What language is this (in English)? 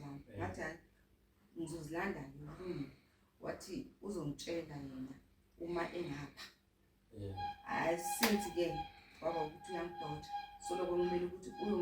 Zulu